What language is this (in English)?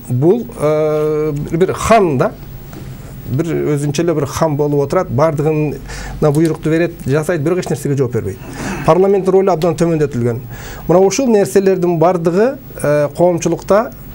Kyrgyz